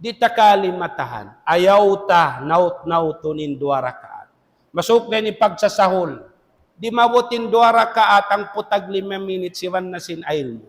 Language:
Tausug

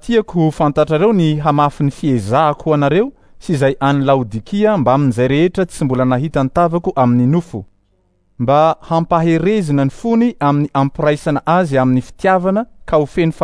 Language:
Malagasy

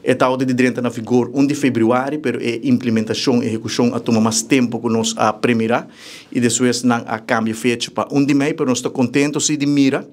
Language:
Papiamento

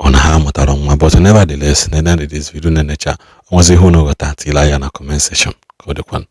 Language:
Igbo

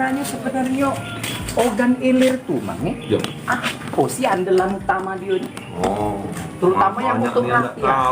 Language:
Musi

